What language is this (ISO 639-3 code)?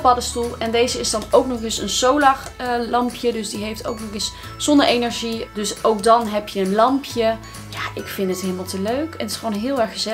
nld